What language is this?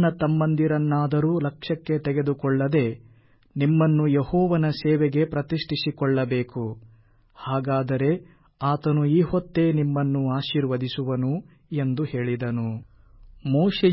Kannada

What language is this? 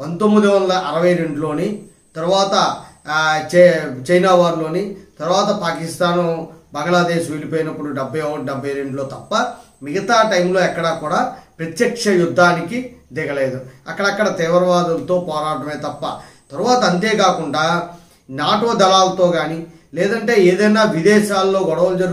Telugu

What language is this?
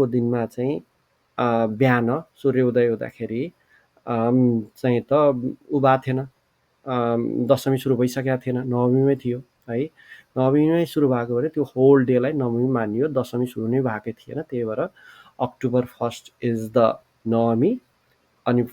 Nepali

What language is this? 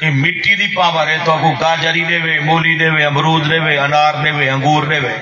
Saraiki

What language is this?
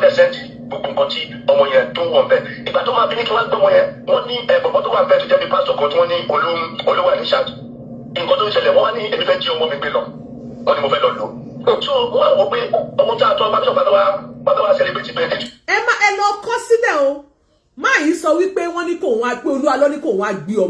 Yoruba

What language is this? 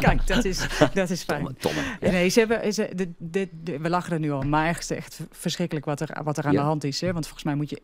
Western Frisian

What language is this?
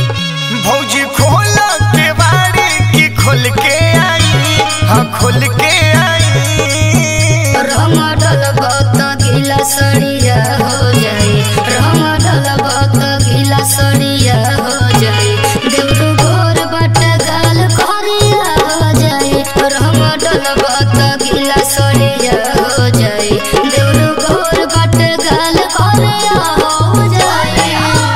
Bhojpuri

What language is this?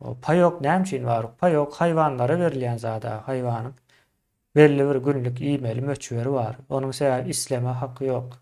Turkmen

